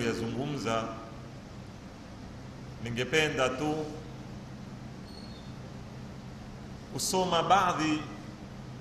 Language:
Swahili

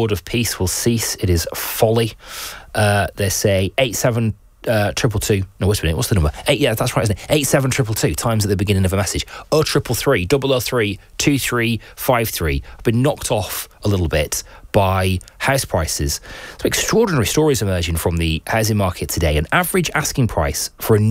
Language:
English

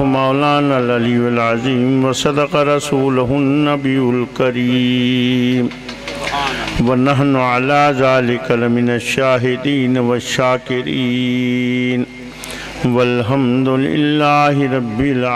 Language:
Urdu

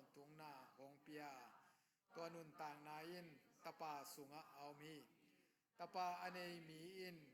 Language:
Tedim Chin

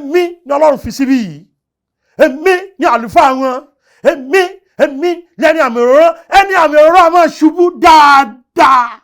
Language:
Yoruba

